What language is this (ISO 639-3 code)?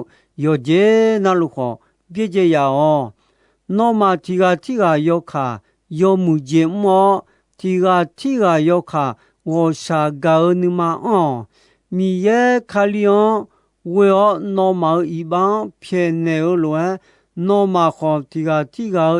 ahk